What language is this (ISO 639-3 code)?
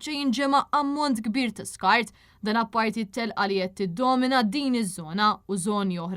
mlt